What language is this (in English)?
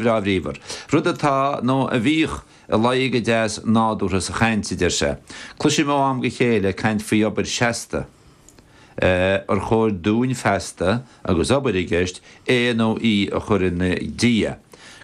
Irish